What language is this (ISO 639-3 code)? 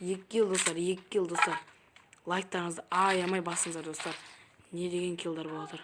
kaz